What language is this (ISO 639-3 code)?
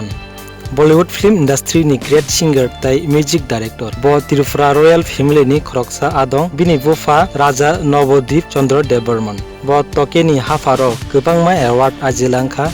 trp